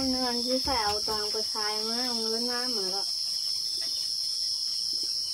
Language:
Vietnamese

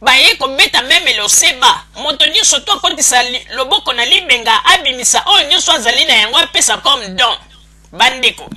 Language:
Lingala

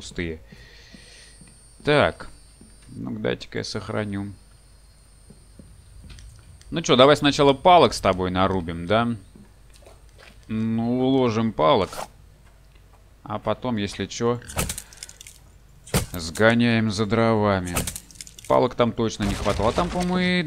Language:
Russian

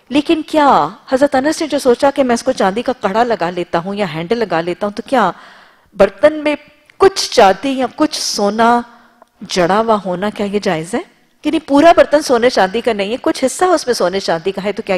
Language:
Urdu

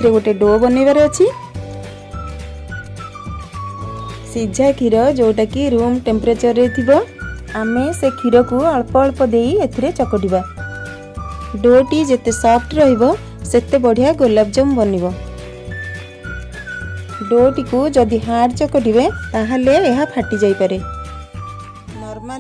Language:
Odia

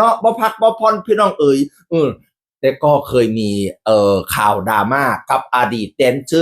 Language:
Northeastern Thai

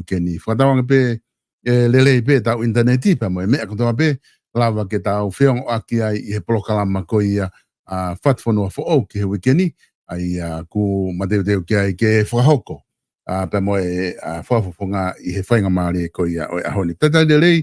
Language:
Tongan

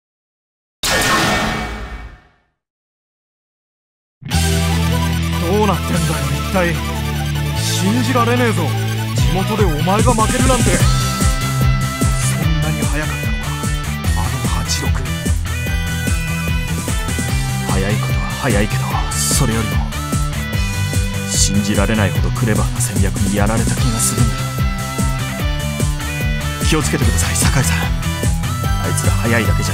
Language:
Japanese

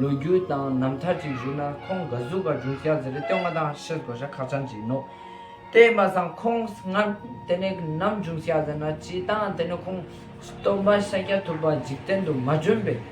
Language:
Ladakhi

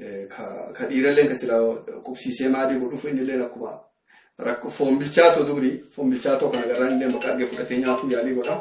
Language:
Oromo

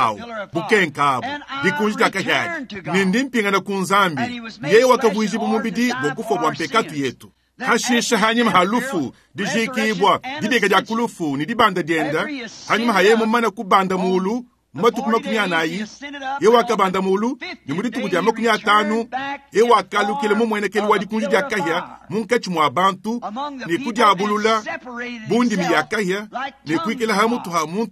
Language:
Luba-Lulua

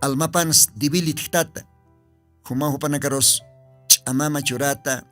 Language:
Aymara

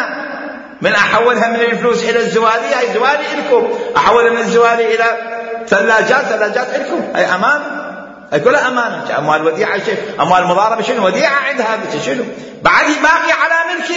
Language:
Mesopotamian Arabic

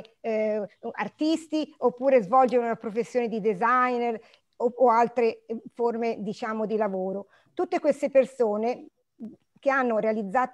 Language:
Italian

